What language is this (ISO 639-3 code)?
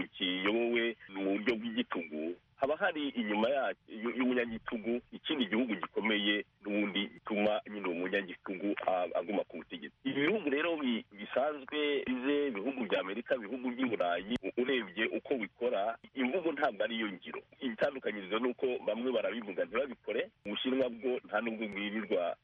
kin